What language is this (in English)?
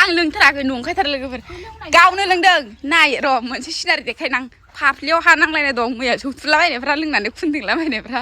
Bodo